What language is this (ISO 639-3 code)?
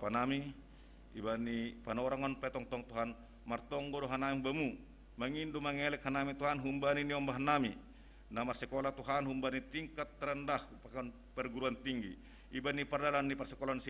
bts